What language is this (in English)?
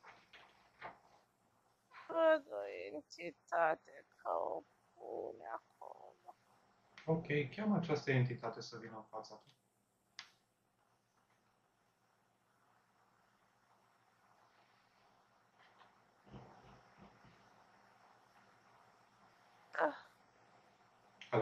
Romanian